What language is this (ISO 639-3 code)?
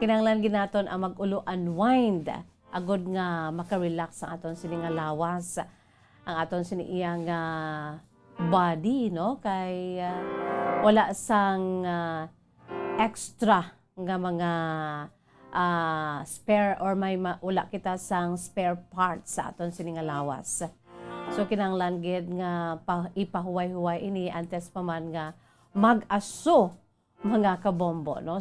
hil